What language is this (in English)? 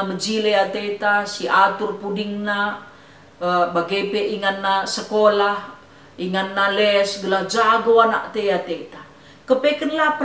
Batak Karo